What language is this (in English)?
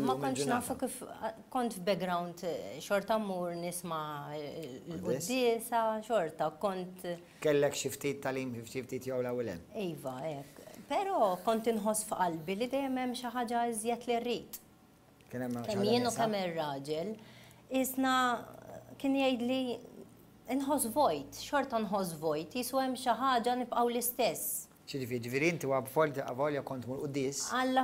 Maltese